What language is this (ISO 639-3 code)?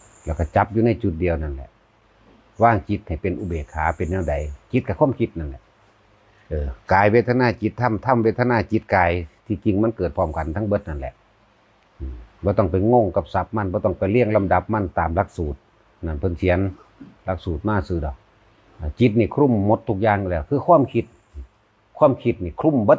tts